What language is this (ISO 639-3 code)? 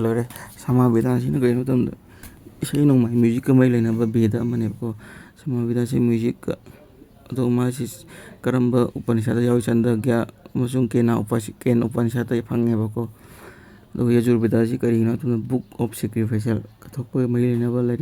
mni